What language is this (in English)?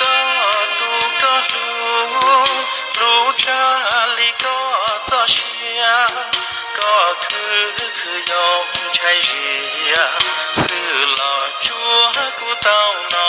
Hmong